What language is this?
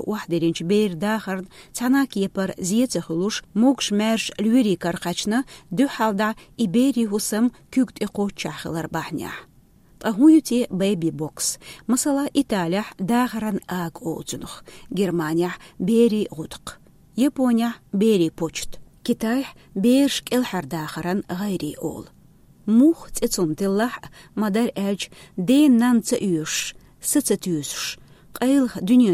Chechen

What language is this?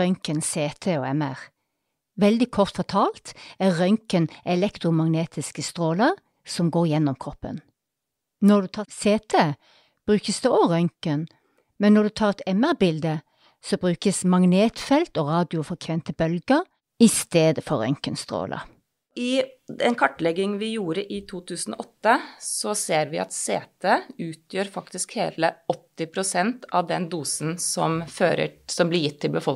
Norwegian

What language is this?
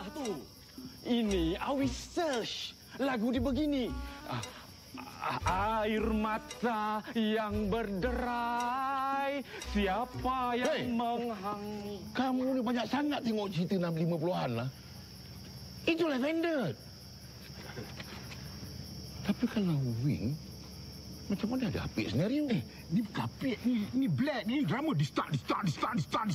Malay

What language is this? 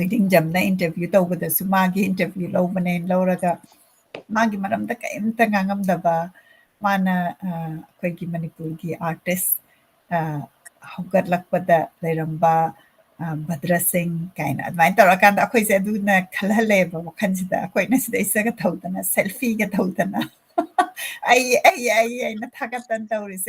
Manipuri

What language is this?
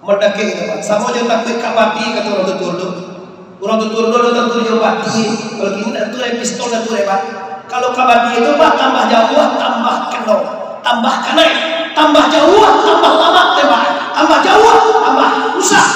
Minangkabau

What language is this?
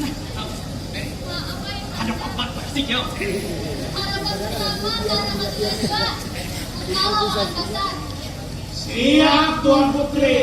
Banjar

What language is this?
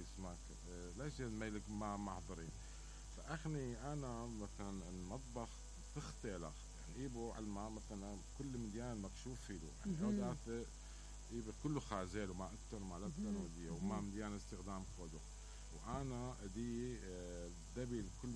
Mesopotamian Arabic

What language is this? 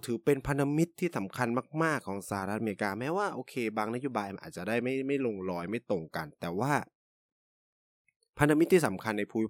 Thai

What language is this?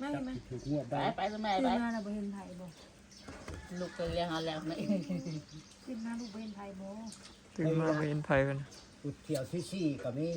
Northeastern Thai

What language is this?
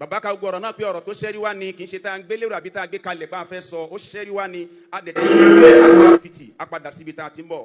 Yoruba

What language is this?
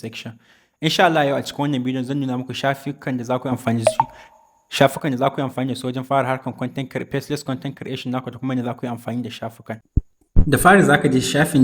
Hausa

